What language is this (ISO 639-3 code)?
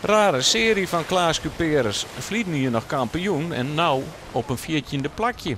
fry